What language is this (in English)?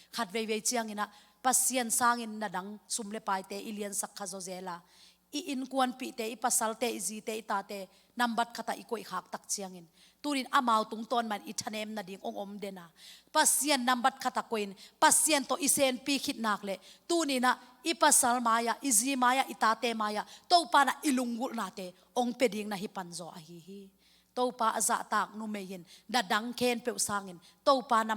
Tedim Chin